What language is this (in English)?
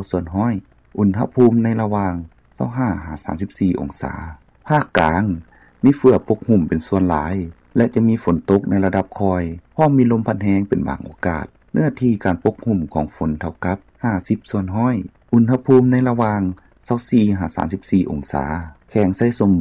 Lao